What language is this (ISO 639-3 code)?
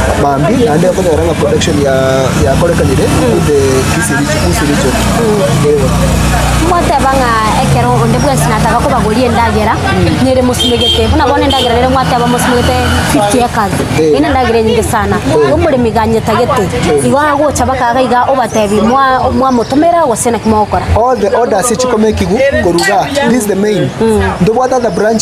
guz